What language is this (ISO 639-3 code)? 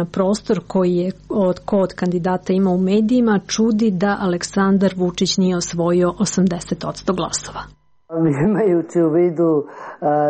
srp